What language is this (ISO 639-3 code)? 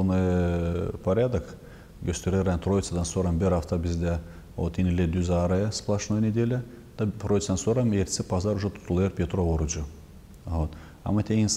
gag